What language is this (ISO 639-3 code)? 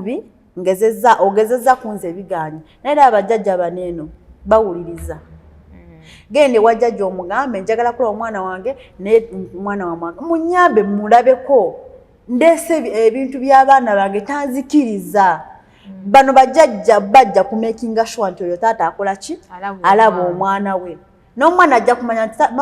lug